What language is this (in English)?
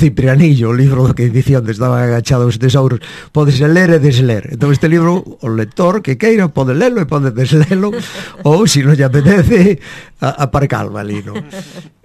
Galician